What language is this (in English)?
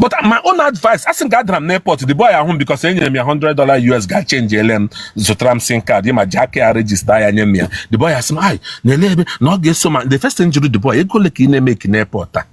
Igbo